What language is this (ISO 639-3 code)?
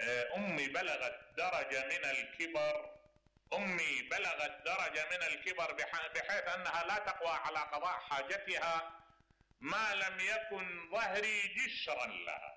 acm